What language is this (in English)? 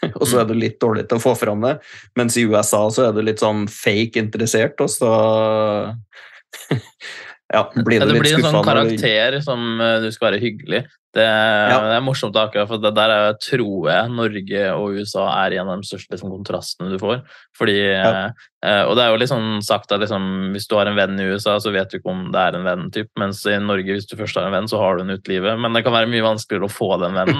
Norwegian